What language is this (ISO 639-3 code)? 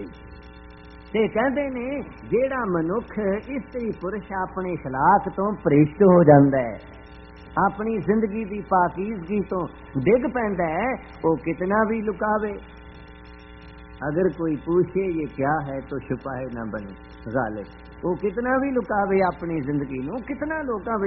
pan